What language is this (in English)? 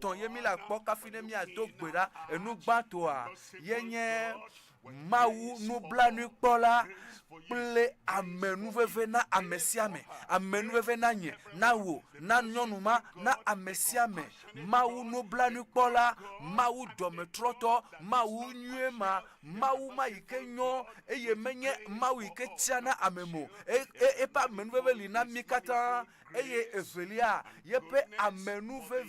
Ewe